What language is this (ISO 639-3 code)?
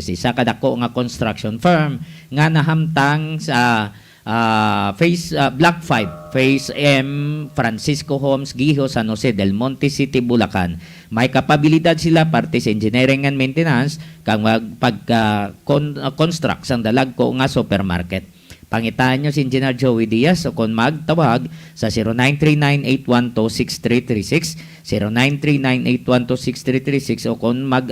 hil